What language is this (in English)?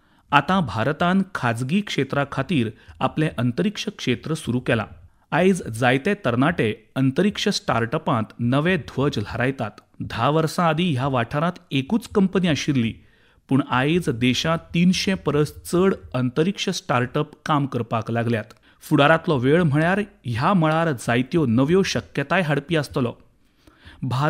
Konkani